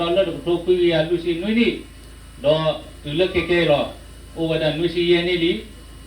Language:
S'gaw Karen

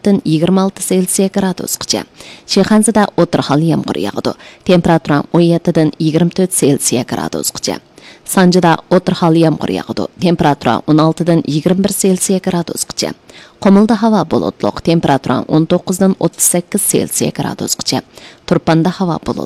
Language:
Uyghur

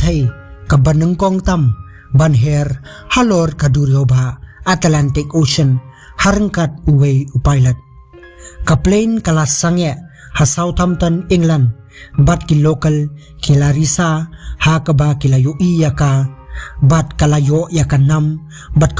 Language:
Khasi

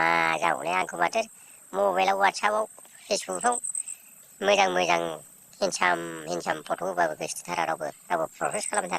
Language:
Bodo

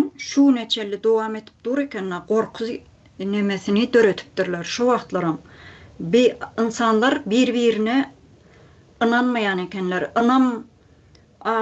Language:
Turkmen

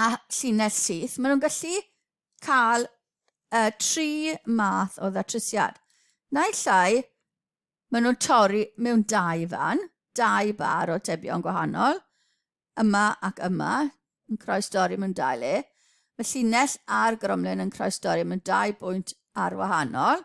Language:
Welsh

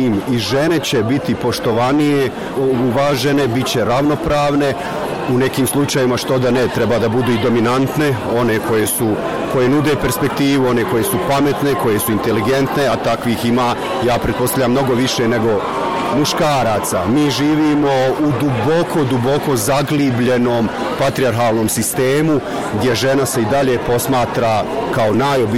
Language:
Bosnian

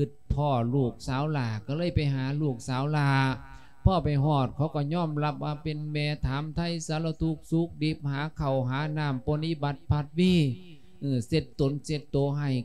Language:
Lao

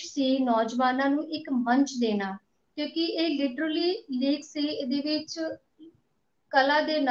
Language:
Punjabi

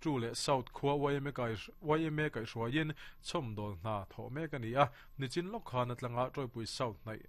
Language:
Mizo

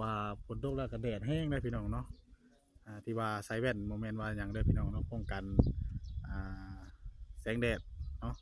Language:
Northeastern Thai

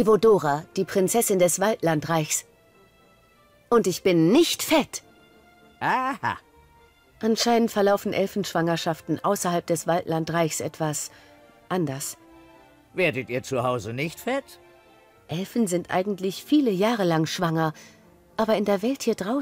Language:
German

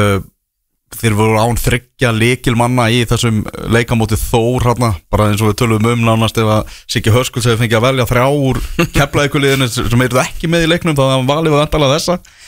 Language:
Icelandic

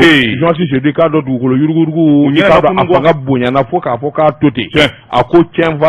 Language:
Bambara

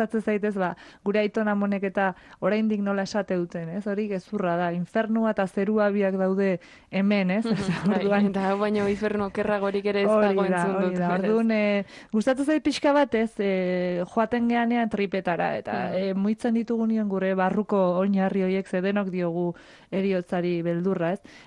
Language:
Basque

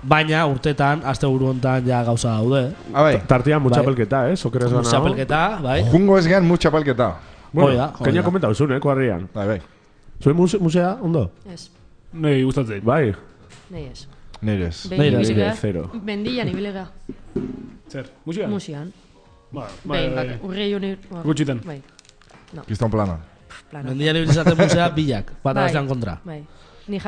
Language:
Basque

